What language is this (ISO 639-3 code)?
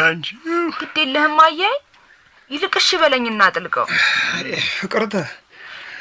amh